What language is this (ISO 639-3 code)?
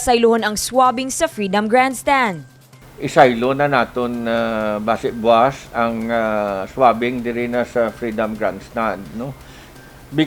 hil